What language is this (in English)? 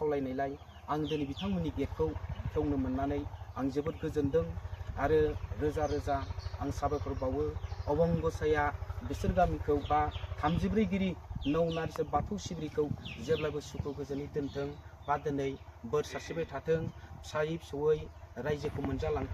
Bodo